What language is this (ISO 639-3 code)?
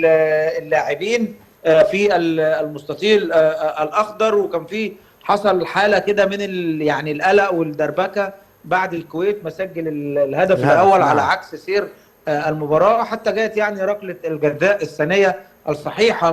arz